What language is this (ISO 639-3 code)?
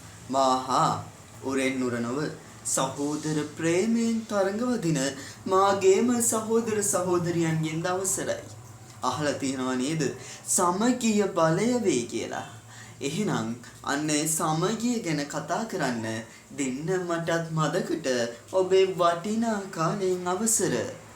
sin